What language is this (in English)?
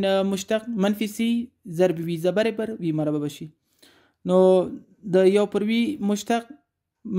Pashto